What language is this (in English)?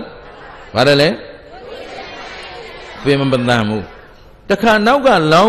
Burmese